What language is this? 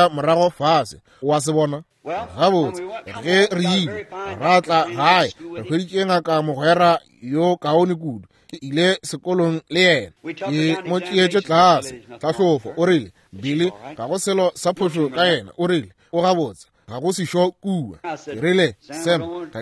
Northern Sotho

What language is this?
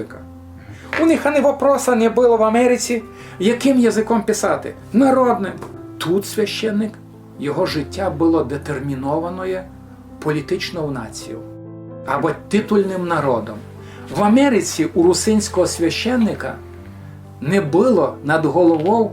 Rusyn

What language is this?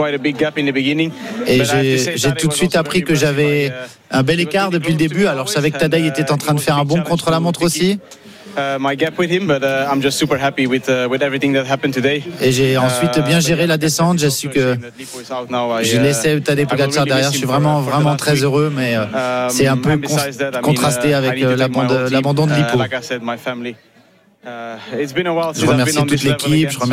French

